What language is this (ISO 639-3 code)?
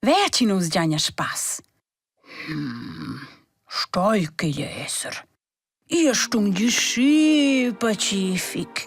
roh